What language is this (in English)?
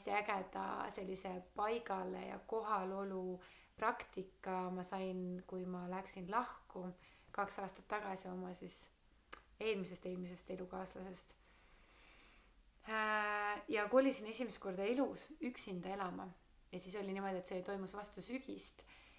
Estonian